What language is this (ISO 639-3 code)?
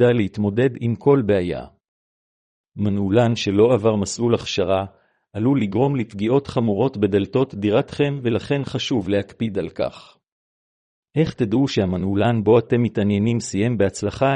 heb